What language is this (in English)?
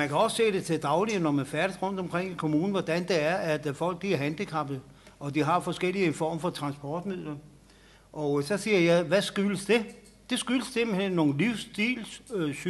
Danish